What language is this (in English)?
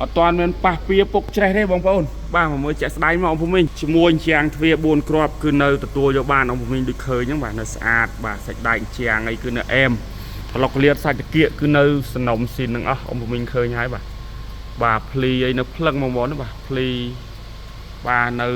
Khmer